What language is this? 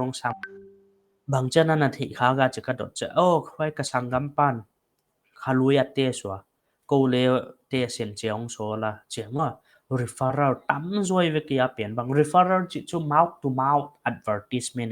Paite Chin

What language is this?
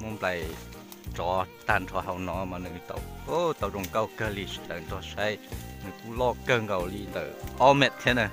Hmong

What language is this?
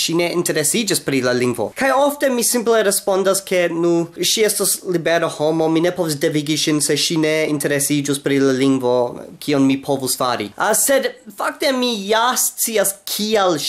Esperanto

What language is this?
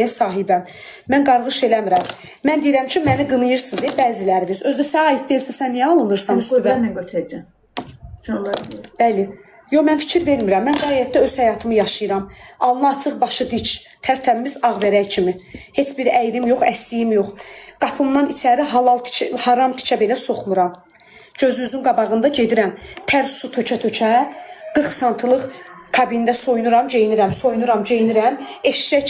Azerbaijani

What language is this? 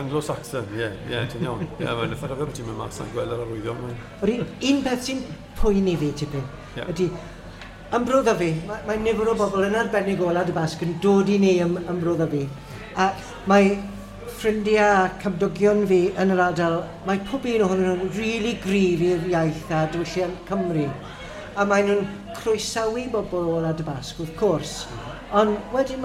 Welsh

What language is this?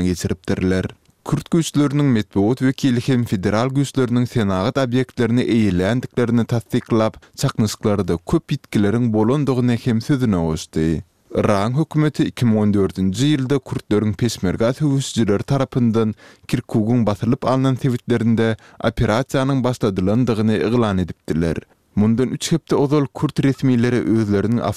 Turkmen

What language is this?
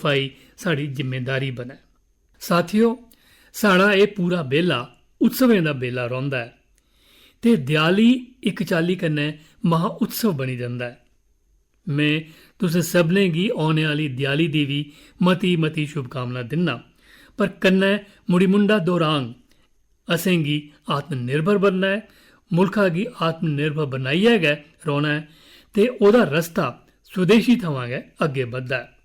Dogri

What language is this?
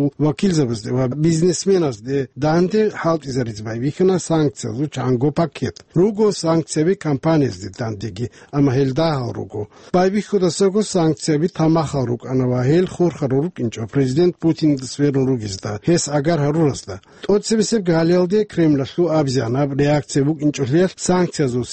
Avaric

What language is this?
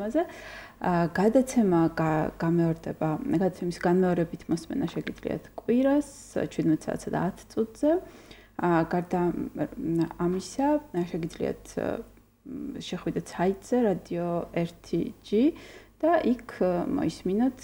Georgian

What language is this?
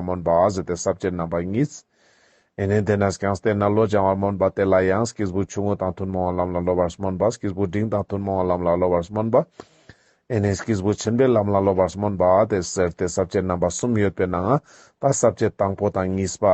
Ladakhi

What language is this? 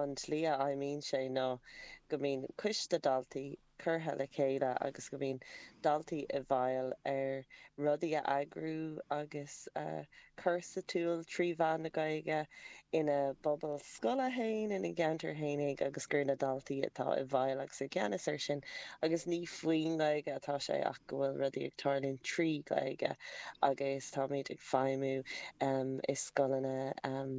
Irish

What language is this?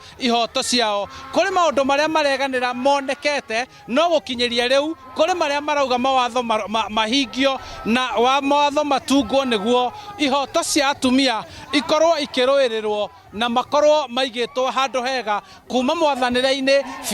Kikuyu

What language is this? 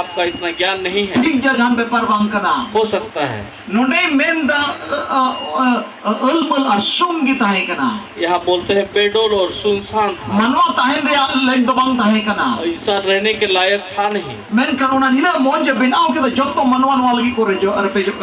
Santali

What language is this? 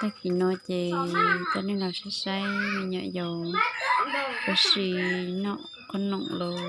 Hmong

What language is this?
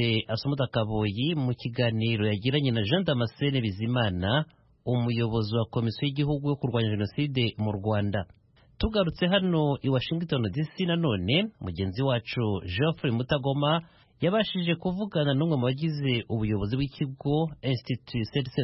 Kinyarwanda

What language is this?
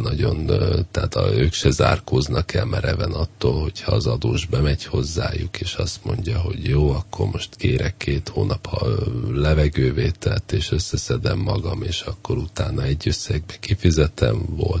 Hungarian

